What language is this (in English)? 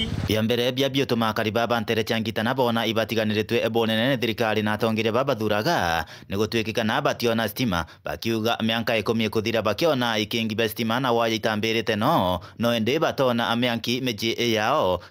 Meru